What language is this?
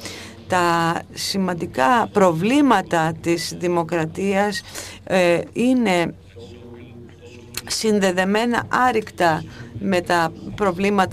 Greek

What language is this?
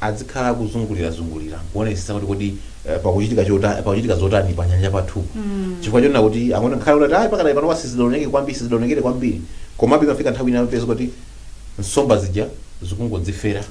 Nyanja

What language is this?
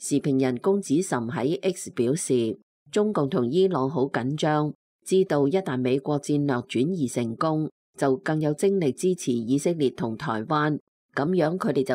Cantonese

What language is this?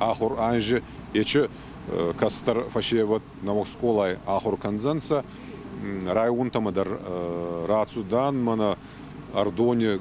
Ossetic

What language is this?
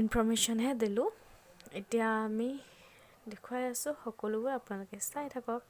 Assamese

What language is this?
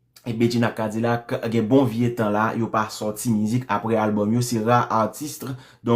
Haitian Creole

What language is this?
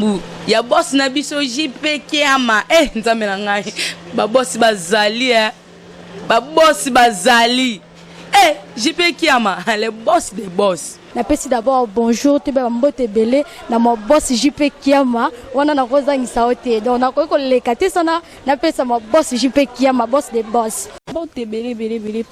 Lingala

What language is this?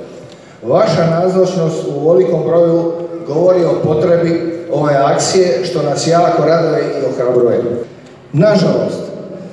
Croatian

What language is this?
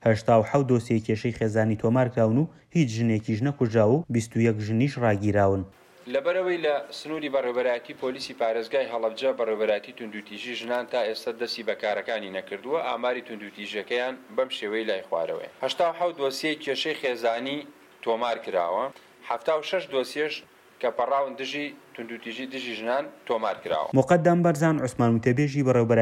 Central Kurdish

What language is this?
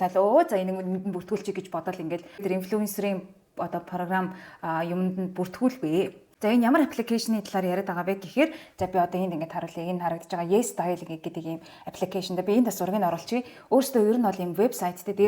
Mongolian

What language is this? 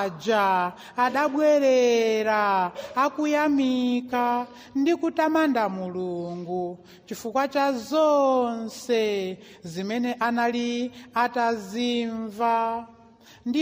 Nyanja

